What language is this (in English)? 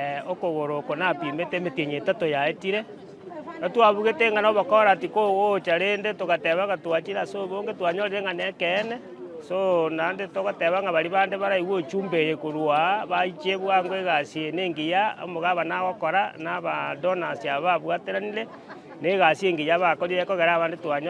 Gusii